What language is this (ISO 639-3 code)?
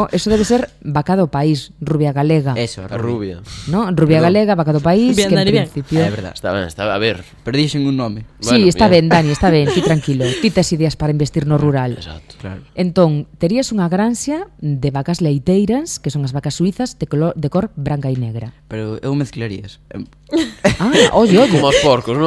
glg